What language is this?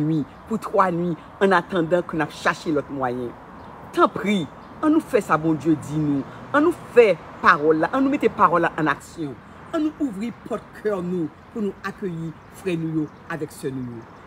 Haitian Creole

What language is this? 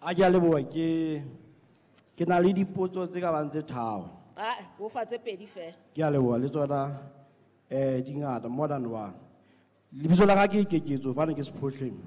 Southern Sotho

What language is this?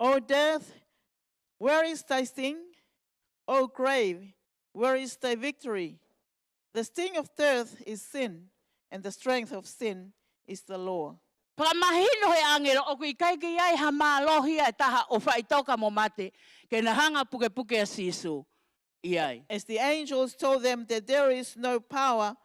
Tongan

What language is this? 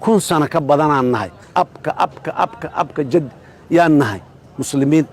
Somali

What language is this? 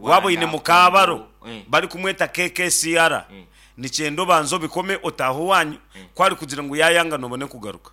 Nyankole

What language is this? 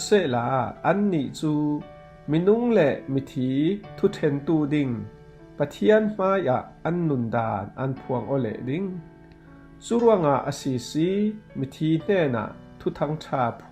Falam Chin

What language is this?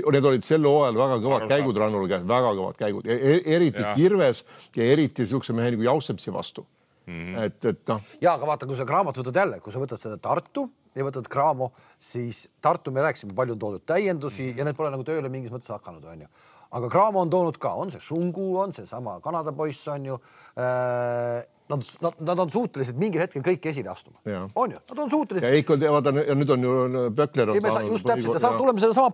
Estonian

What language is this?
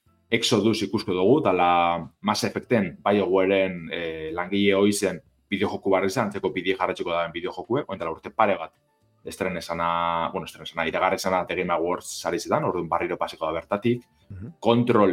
Basque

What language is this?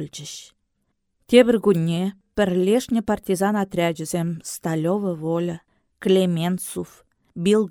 Chuvash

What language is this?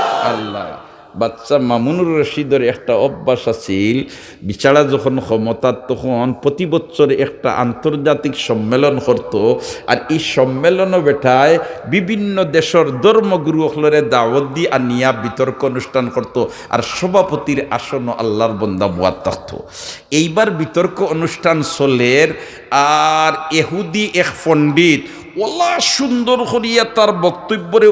Sylheti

